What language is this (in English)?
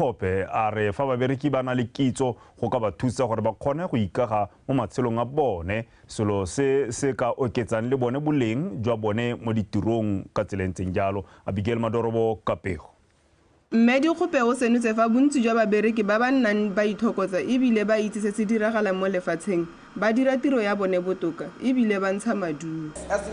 Tswana